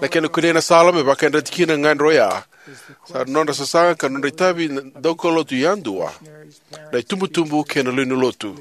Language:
Fijian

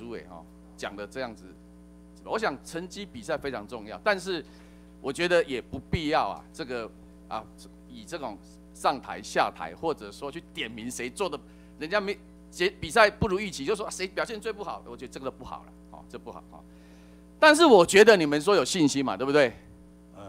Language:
Chinese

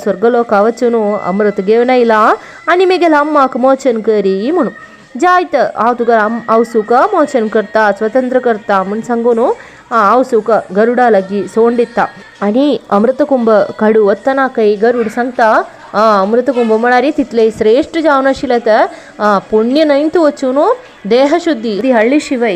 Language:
Konkani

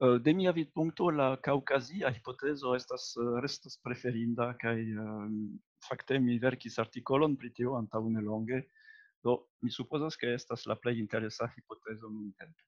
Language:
Esperanto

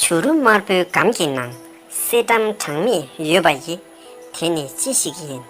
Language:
Tibetan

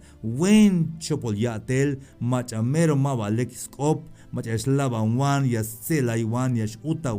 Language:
Tzeltal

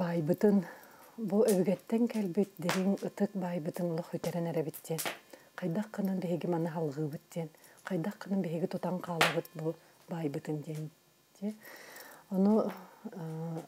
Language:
Yakut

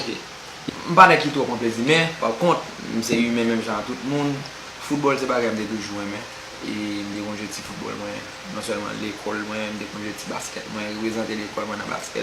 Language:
Haitian Creole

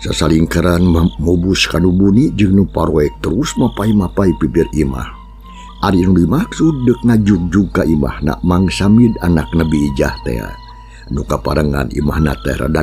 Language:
Sundanese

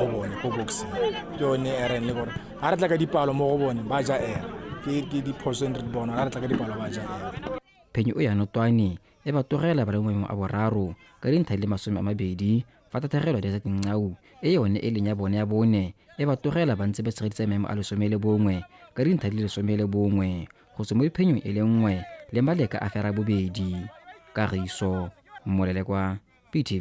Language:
Tswana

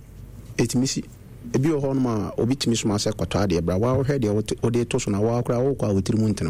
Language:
Akan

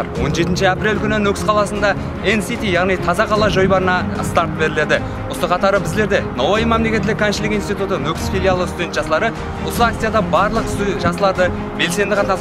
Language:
Kara-Kalpak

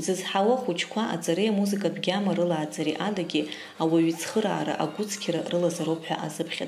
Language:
Abkhazian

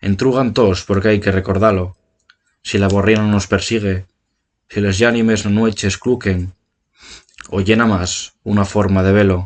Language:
Asturian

